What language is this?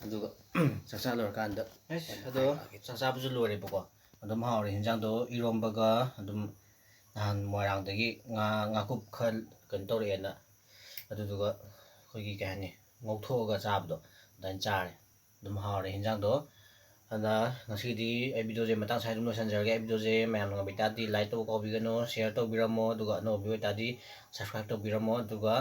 Manipuri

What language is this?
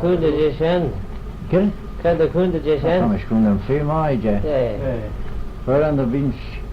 Manx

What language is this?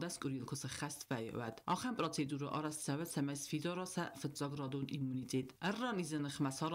Ossetic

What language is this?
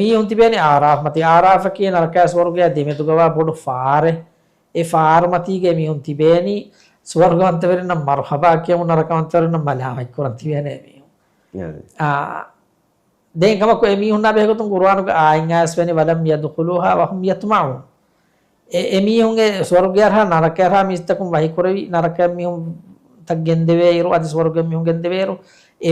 Divehi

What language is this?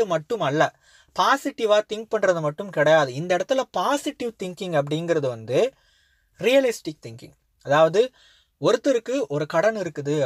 Tamil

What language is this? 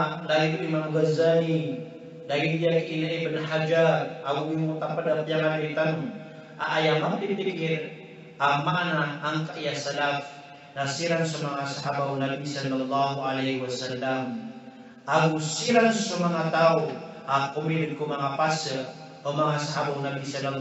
Maranao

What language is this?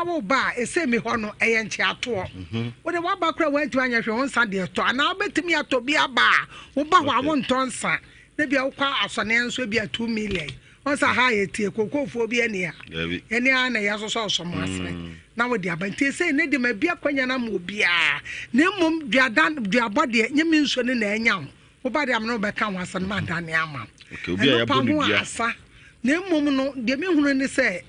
Akan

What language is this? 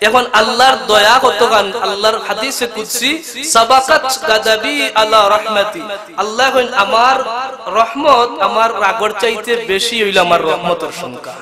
Sylheti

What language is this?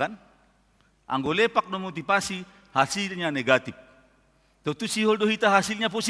Batak Simalungun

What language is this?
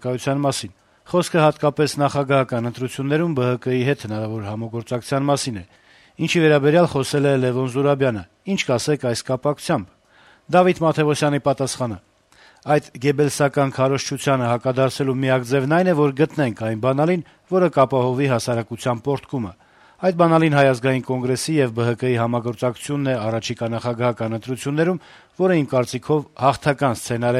Armenian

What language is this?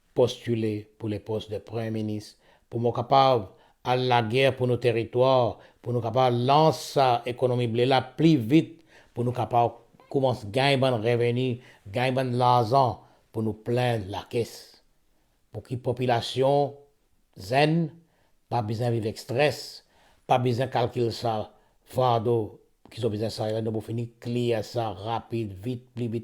Morisyen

